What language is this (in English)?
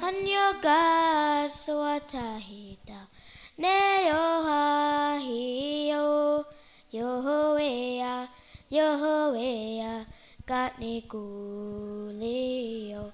Mohawk